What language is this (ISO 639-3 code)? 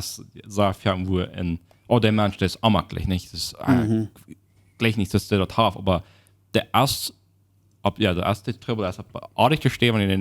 pdt